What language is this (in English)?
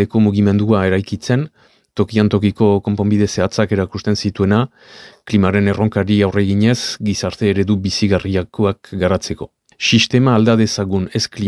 Basque